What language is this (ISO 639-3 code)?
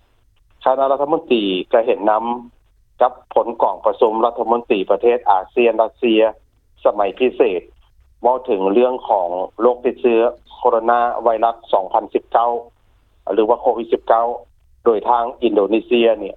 lao